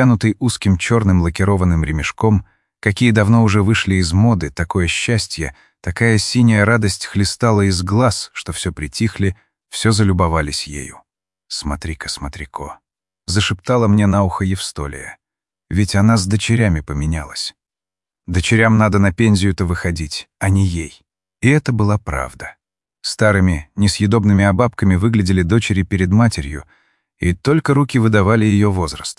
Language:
Russian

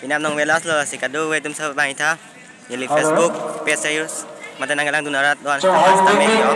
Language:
Karbi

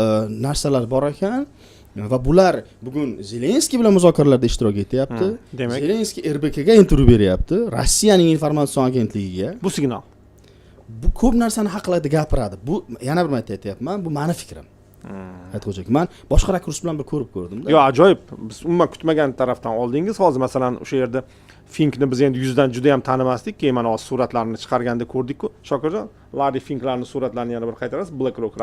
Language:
Uzbek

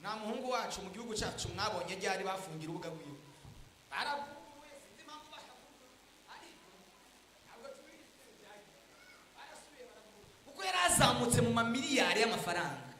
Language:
Rundi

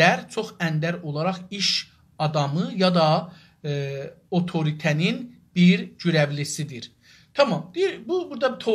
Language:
South Azerbaijani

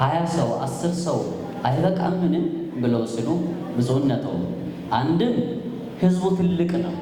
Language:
Amharic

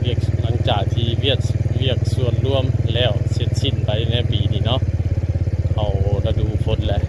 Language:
Northeastern Thai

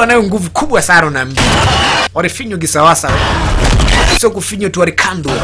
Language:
Swahili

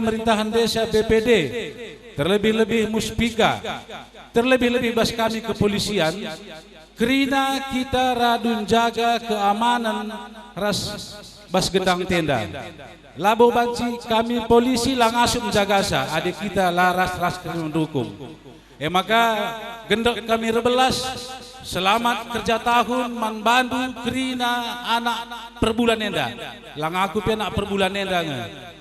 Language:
Batak Karo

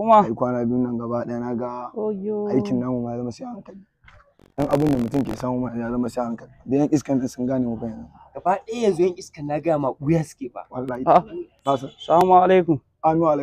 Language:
Hausa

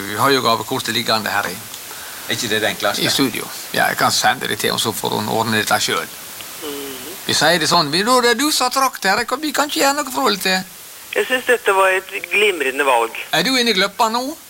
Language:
Norwegian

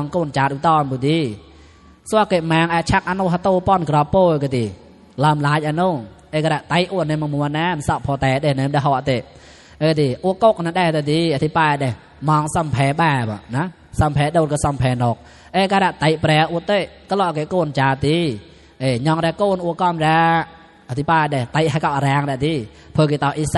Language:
Mon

